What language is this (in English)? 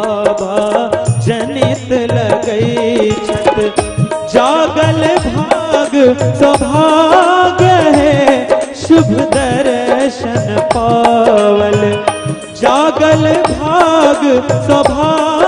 Maithili